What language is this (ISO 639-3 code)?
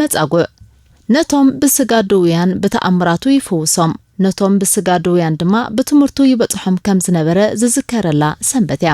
tir